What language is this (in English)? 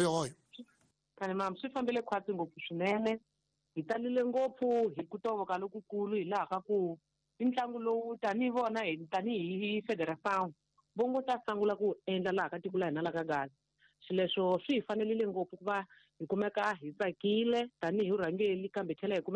Tsonga